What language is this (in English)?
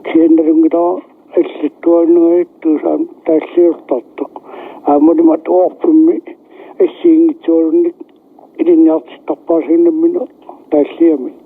Kalaallisut